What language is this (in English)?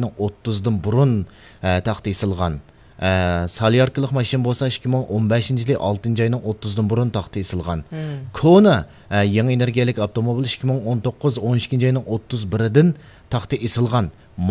Uyghur